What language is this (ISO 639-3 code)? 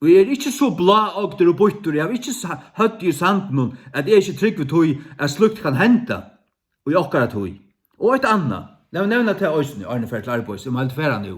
fao